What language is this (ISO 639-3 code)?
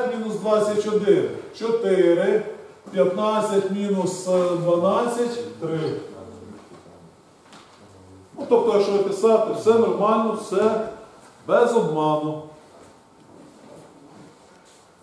ukr